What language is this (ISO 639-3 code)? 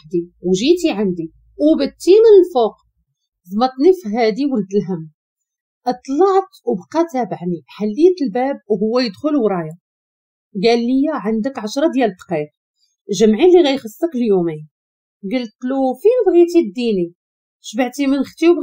ary